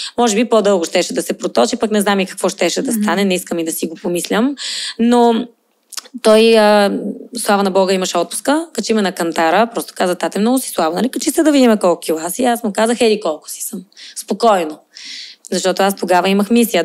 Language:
Bulgarian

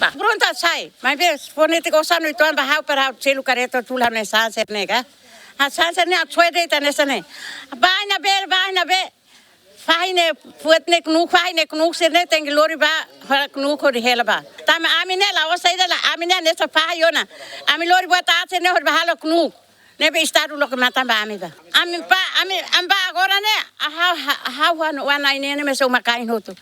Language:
Tetum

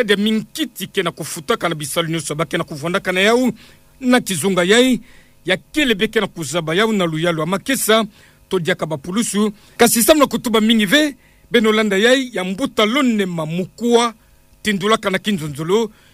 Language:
Kituba (Democratic Republic of Congo)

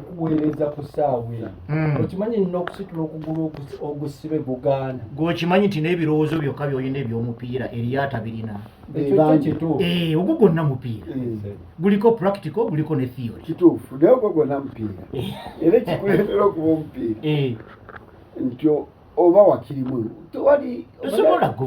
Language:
Ganda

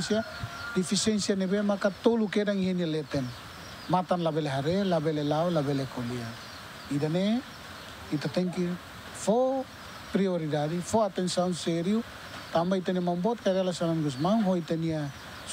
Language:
Tetum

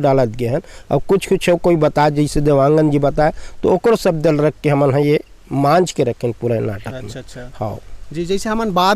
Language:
Chhattisgarhi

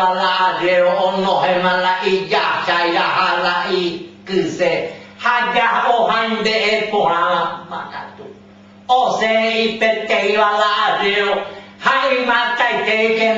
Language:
Guarani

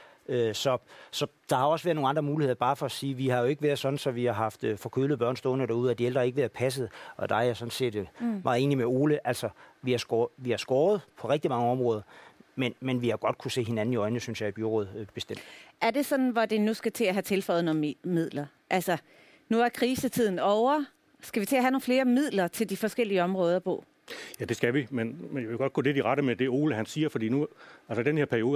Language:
Danish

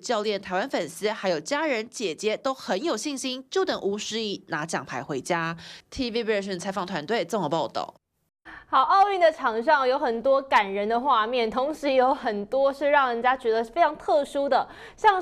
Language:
Chinese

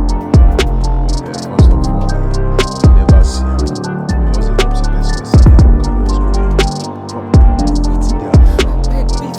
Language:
Nigerian Pidgin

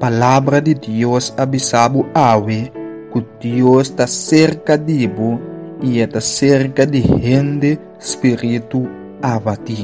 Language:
Papiamento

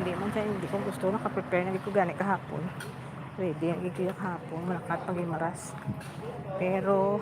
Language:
Hiligaynon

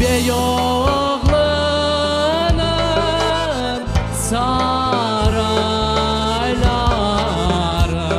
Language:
Crimean Tatar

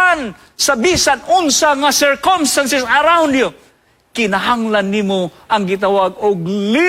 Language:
Cebuano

